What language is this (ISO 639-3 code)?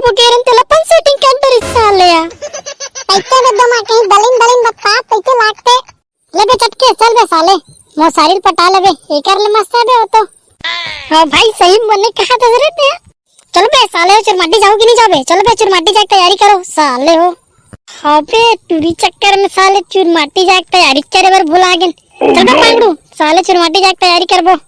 hne